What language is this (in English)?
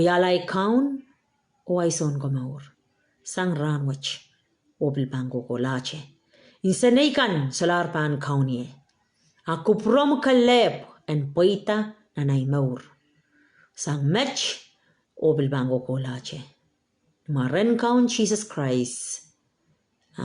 Pohnpeian